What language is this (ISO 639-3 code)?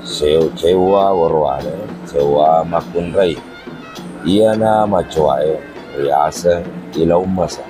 bug